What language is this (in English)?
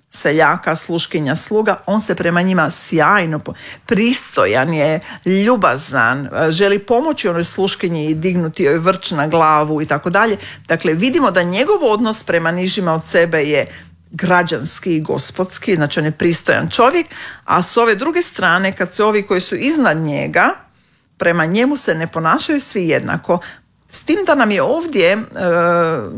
Croatian